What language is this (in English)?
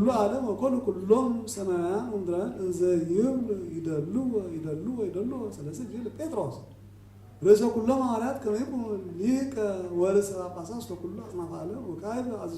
Geez